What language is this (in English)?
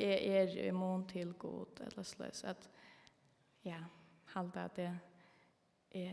Faroese